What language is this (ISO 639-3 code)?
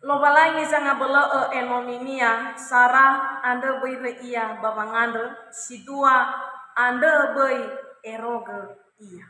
nia